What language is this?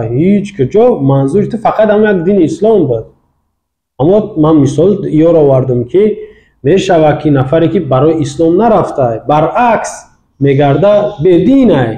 Tajik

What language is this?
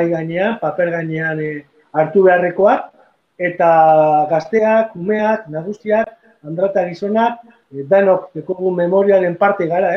Basque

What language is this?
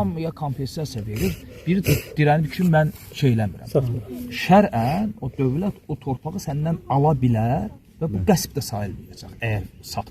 Azerbaijani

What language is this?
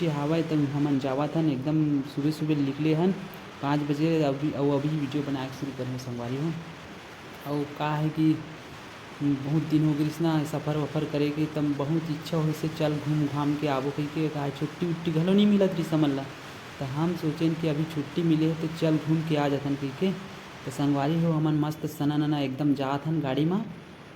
Chhattisgarhi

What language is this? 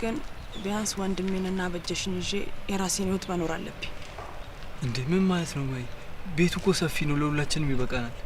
Amharic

